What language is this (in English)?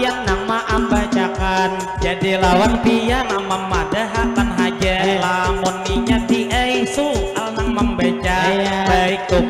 Banjar